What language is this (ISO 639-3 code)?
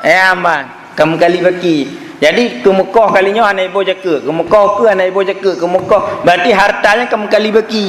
ace